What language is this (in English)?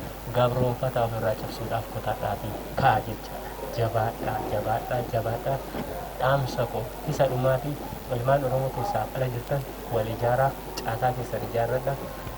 Oromo